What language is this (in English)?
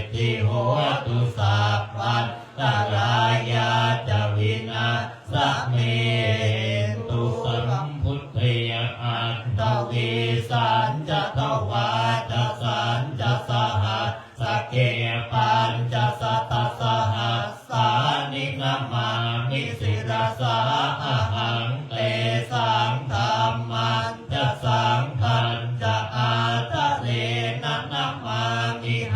Pali